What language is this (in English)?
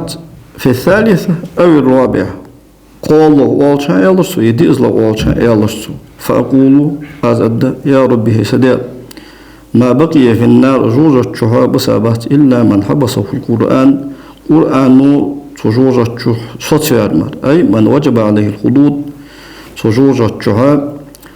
Ingush